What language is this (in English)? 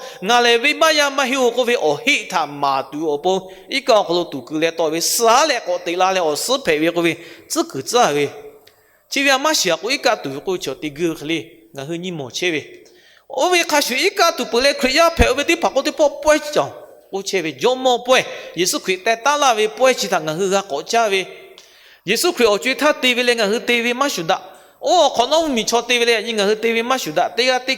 Lahu